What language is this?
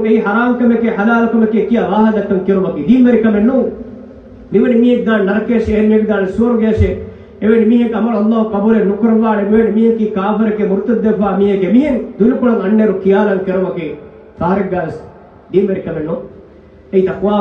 Divehi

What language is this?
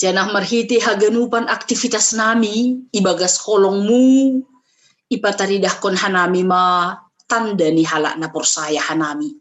Batak Simalungun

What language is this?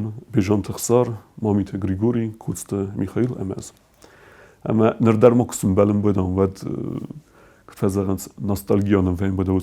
Ossetic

